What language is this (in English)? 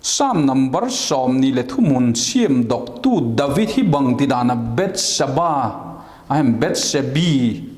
Vaiphei